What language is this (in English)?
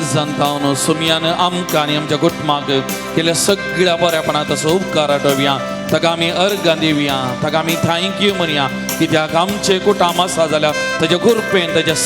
Konkani